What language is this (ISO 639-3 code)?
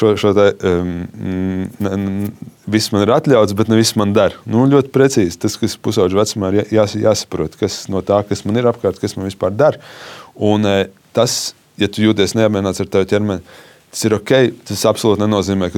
lav